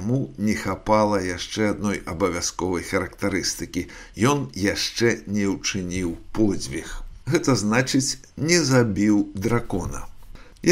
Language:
Belarusian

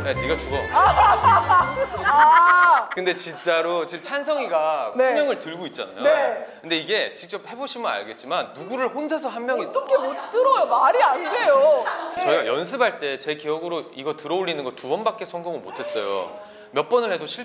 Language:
Korean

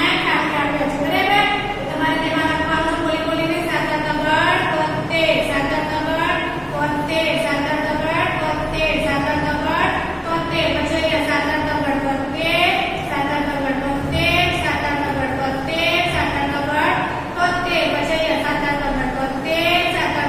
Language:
Gujarati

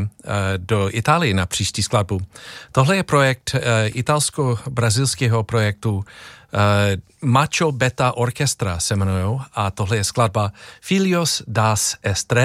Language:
Czech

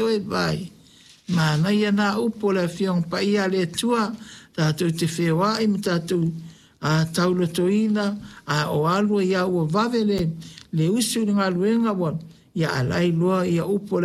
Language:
Samoan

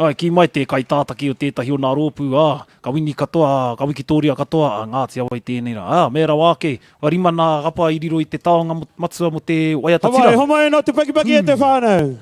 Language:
Māori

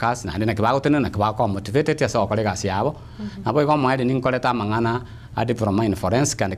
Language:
Gusii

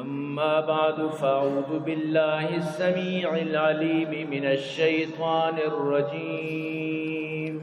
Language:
Eastern Balochi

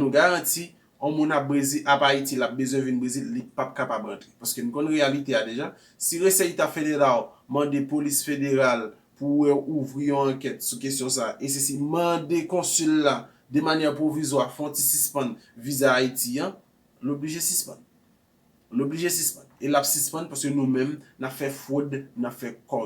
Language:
Haitian Creole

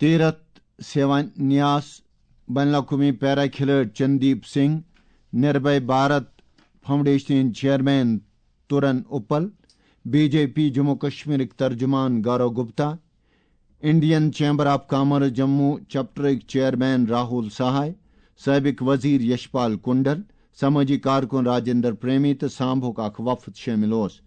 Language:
Kashmiri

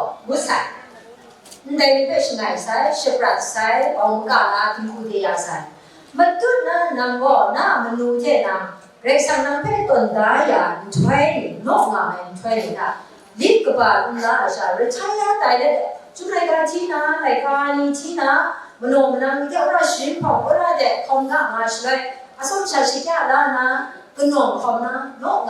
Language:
Kachin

